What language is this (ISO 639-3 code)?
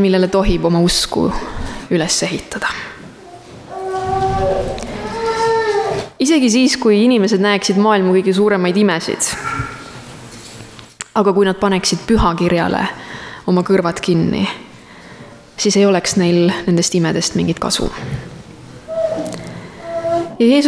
est